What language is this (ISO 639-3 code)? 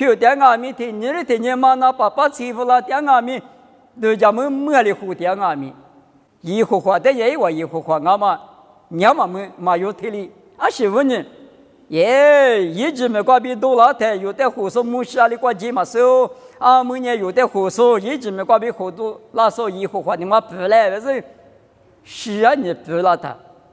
lis